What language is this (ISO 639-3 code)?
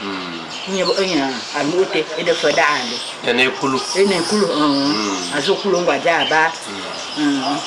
fan